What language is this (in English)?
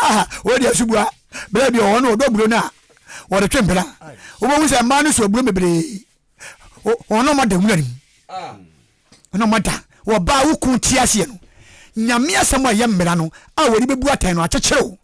Akan